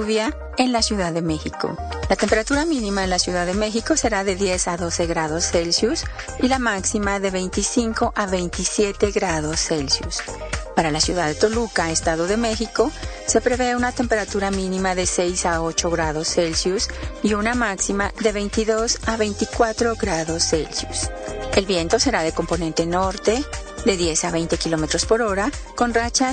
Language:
Spanish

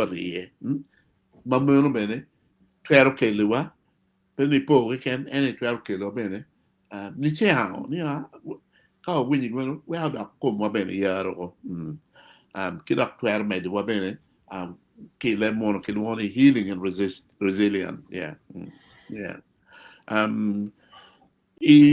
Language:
Acoli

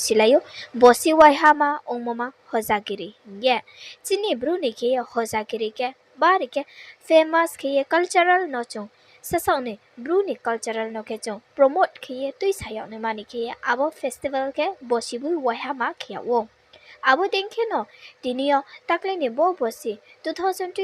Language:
Riang (India)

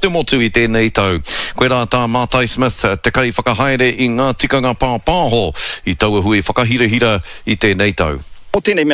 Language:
Māori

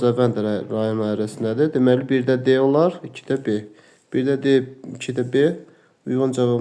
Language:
Azerbaijani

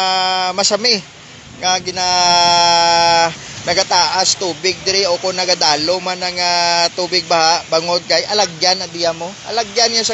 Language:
Hiligaynon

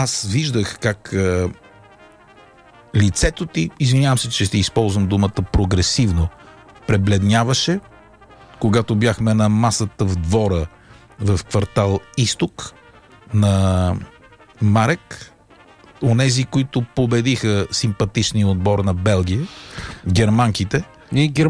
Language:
Bulgarian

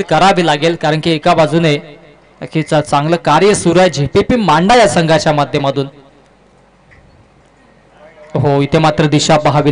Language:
Marathi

